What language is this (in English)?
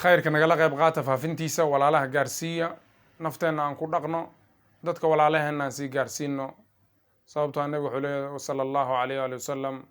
Somali